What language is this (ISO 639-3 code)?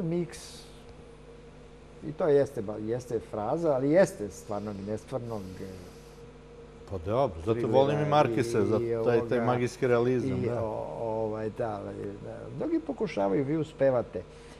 srp